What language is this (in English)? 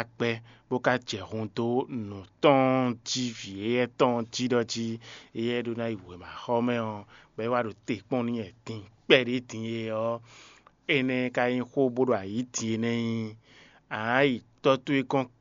Fon